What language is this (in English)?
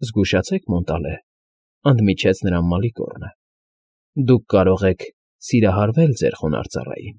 Armenian